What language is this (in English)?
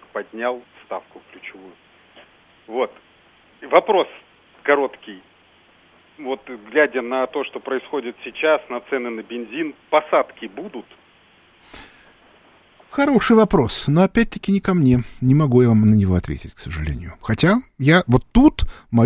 Russian